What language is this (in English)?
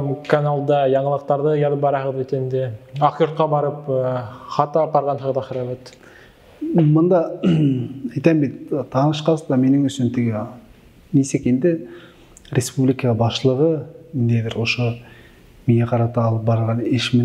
Bashkir